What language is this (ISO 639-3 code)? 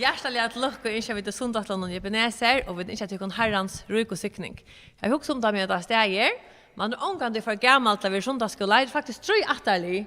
fao